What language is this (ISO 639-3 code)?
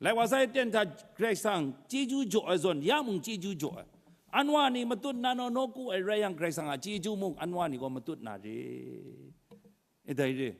kac